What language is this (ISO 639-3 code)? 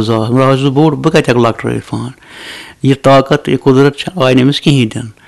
kas